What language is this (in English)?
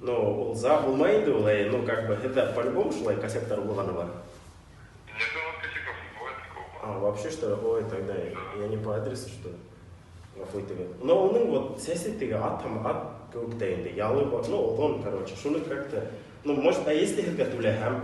Bashkir